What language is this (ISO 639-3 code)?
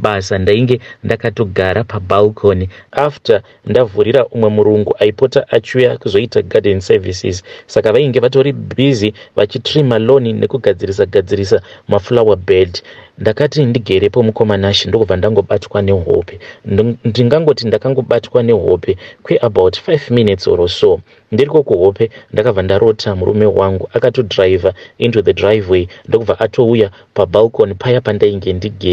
sna